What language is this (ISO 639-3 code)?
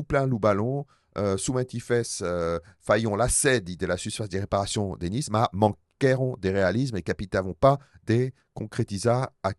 oci